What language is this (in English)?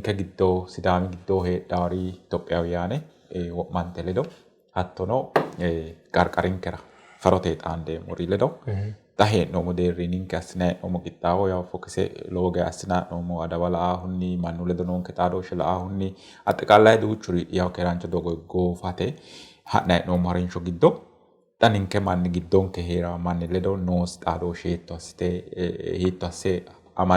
Sidamo